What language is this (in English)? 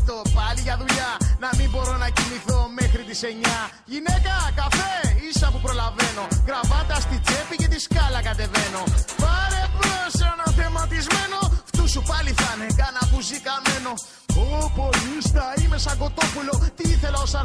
Greek